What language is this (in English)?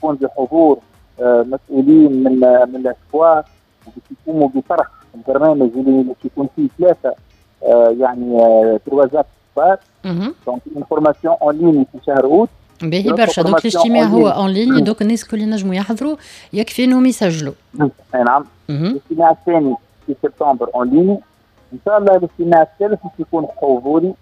Tunisian Arabic